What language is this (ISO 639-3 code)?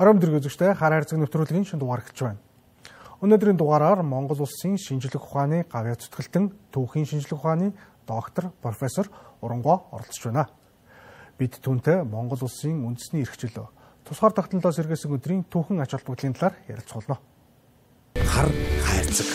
mon